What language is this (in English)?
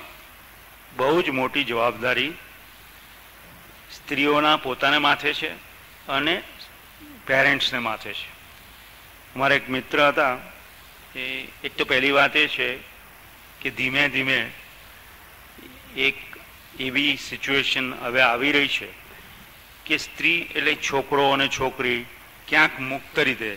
Gujarati